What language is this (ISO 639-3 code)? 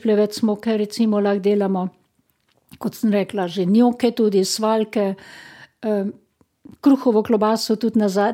slv